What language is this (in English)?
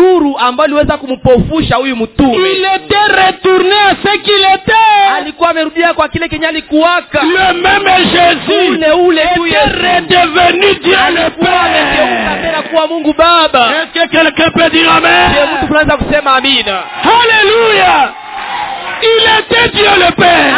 Swahili